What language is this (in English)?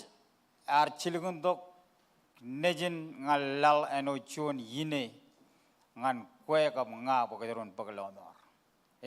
Marshallese